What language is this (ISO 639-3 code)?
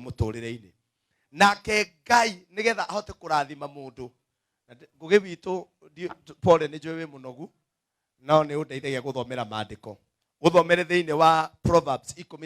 kik